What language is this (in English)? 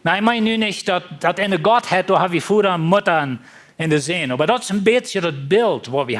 Plautdietsch